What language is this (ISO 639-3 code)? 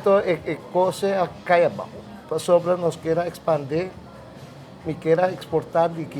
pap